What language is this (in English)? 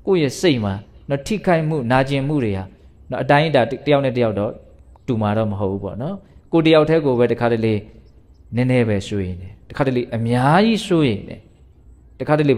Burmese